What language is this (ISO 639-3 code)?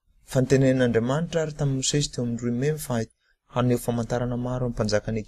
mlg